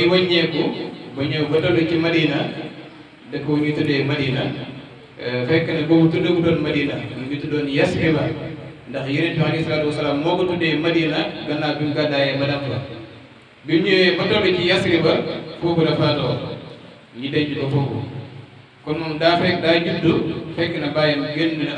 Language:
Wolof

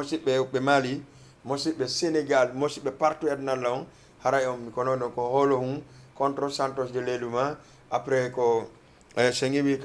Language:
Fula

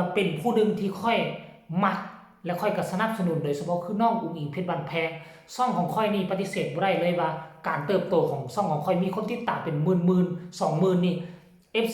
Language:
Northeastern Thai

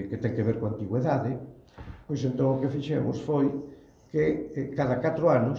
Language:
Galician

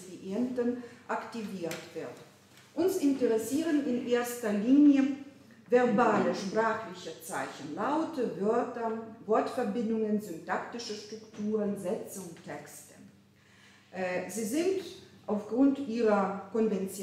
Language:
German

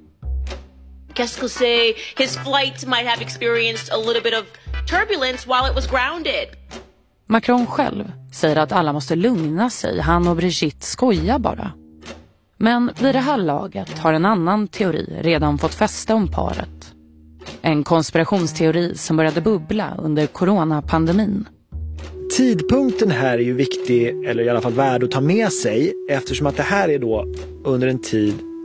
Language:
Swedish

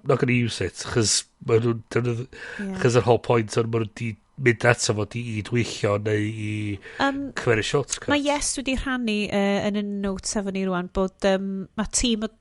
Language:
Welsh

